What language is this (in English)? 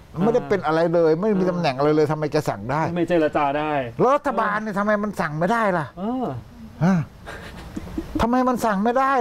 Thai